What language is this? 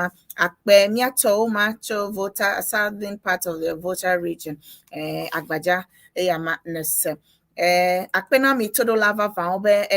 Ewe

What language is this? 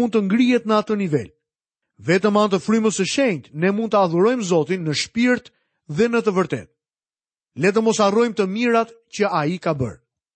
Albanian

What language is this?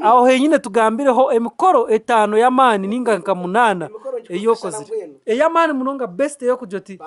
Nyankole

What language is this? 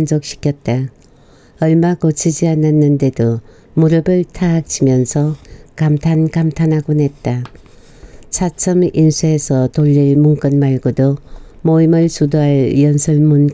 Korean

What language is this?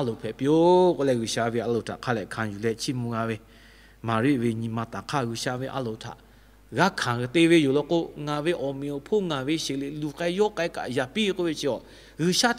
Lahu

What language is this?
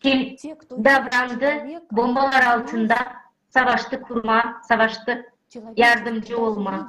Gagauz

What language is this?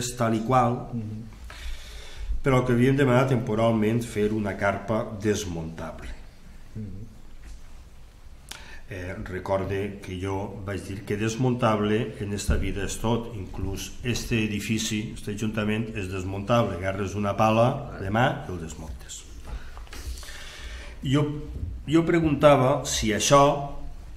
Catalan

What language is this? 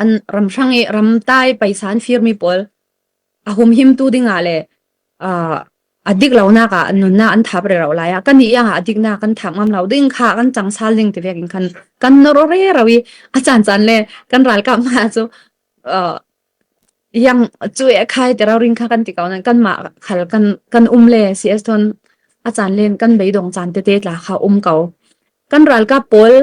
Falam Chin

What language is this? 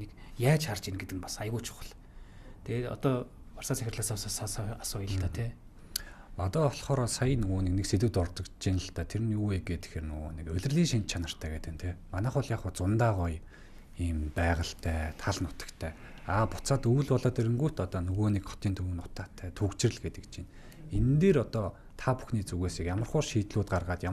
Mongolian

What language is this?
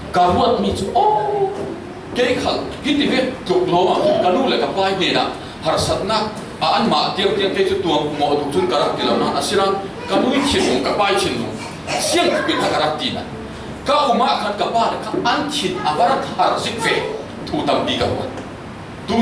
Falam Chin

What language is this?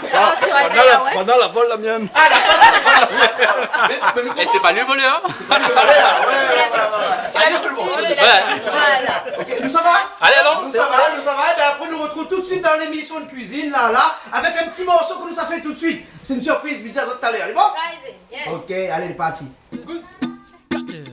Réunion Creole French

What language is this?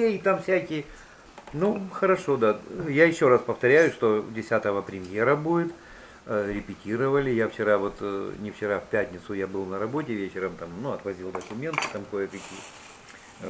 Russian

